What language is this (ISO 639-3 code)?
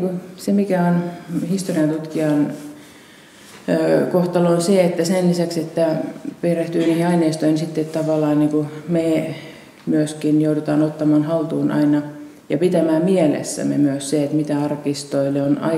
fin